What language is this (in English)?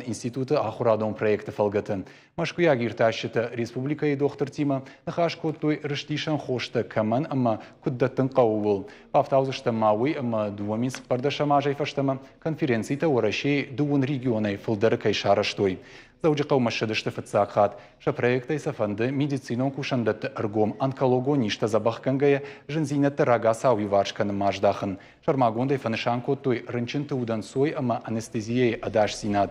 Ossetic